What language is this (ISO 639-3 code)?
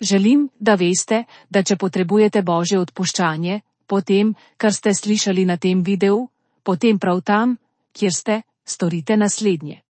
slv